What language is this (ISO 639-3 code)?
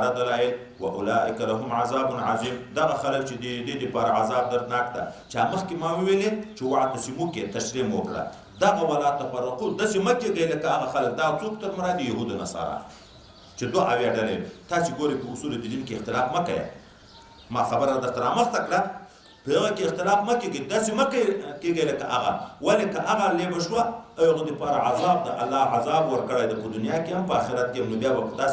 pus